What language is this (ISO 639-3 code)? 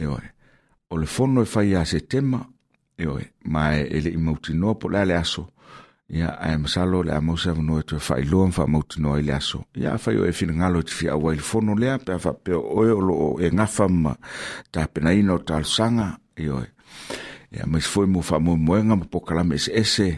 smo